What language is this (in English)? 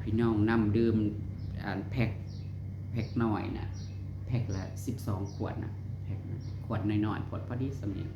Northeastern Thai